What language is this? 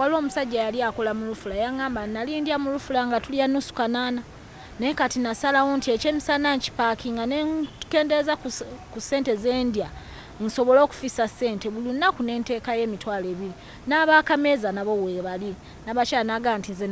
Ganda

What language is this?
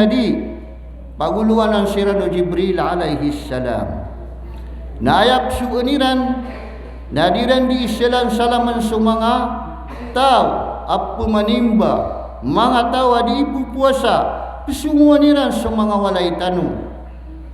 Maranao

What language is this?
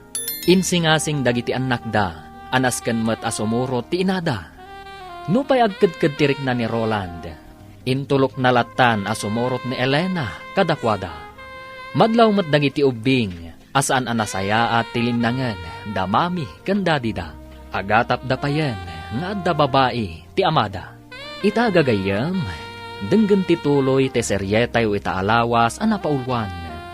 Iloko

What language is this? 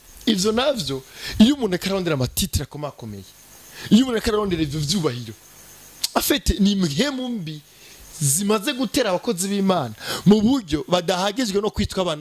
Rundi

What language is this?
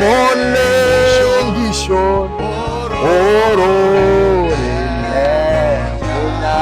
Masai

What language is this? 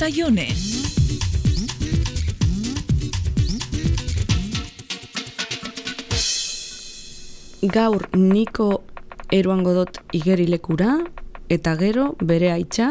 Basque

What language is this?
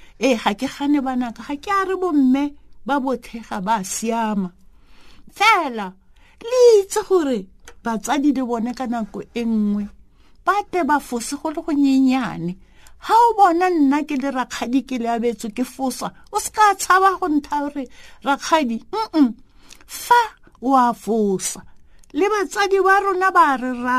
Tswana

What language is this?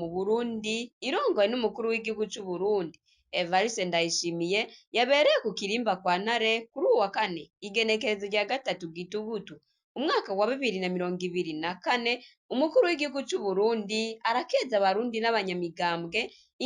Rundi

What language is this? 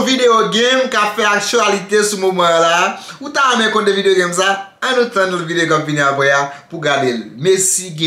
Haitian Creole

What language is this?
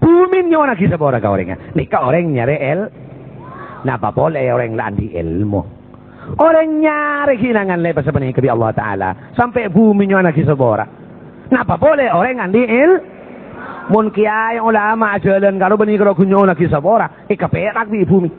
Madurese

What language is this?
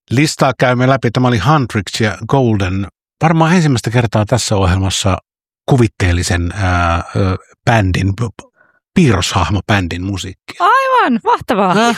Finnish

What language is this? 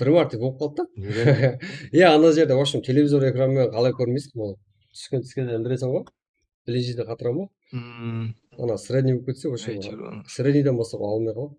Kara-Kalpak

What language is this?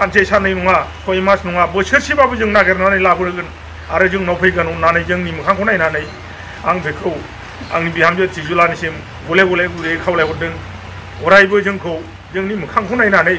Bodo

